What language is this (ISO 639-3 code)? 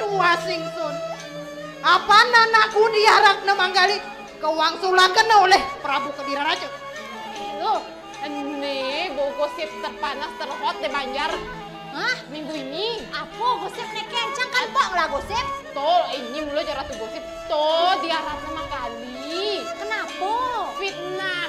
ban